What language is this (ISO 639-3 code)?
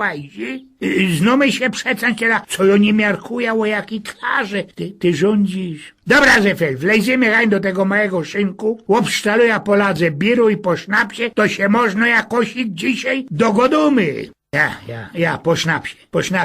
szl